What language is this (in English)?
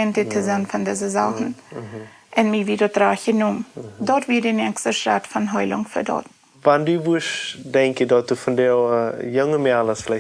Plautdietsch